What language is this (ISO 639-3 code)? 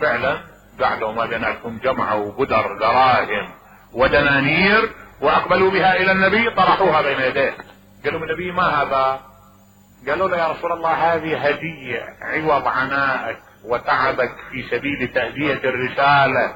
acm